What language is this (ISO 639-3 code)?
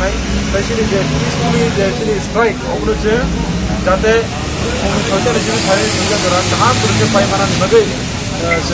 trp